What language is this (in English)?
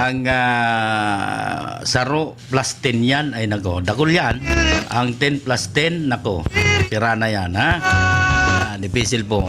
Bikol